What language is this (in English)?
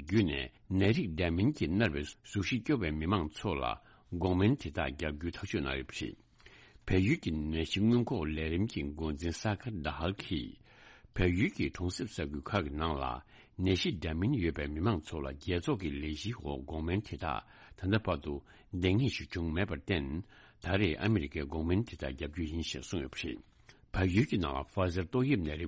Tibetan